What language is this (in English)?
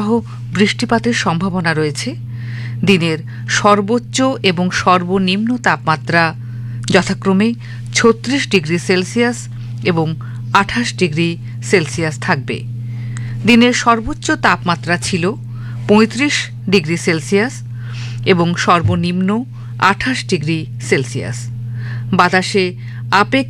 Bangla